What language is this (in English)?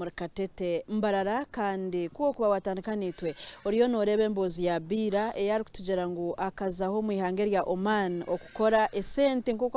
Nyankole